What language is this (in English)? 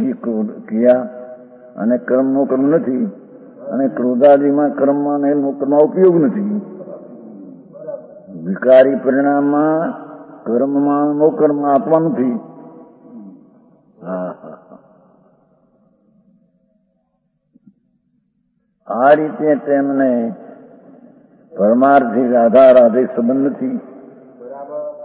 Gujarati